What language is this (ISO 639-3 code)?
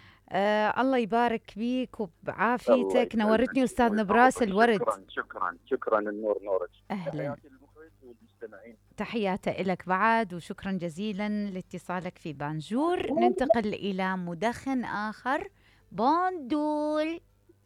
acm